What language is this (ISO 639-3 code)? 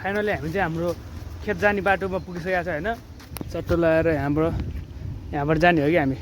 nep